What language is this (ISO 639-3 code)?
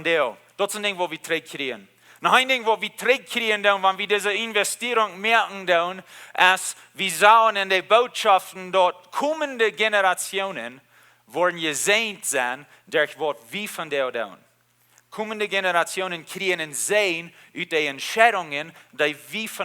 pdt